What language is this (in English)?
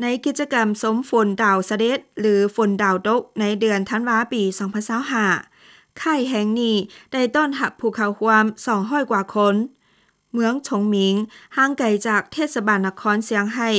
Lao